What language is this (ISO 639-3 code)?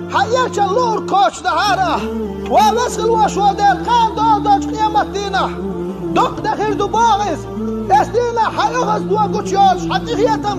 che